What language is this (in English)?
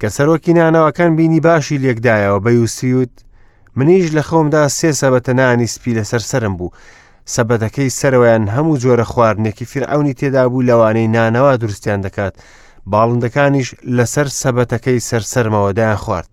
Central Kurdish